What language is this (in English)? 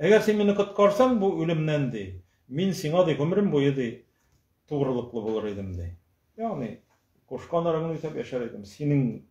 Tatar